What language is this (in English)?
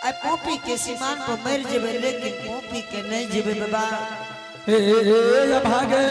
Angika